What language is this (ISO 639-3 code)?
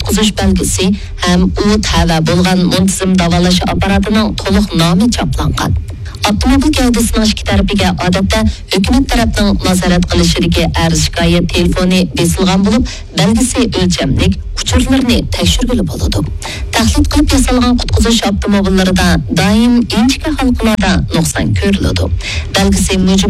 uig